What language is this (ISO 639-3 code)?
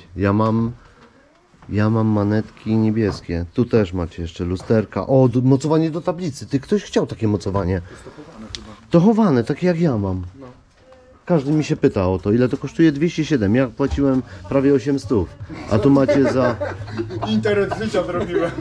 pol